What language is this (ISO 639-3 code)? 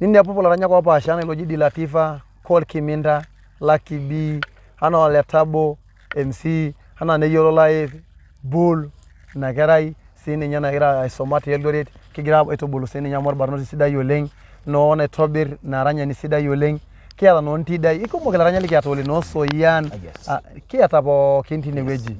mas